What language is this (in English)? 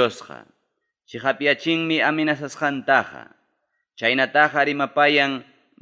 Ayacucho Quechua